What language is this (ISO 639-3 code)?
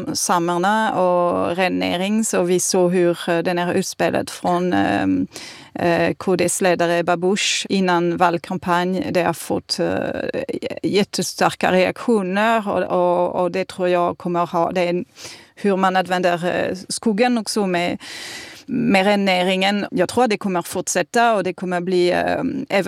swe